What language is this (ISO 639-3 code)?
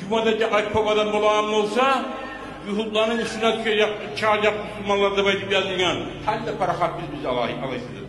kum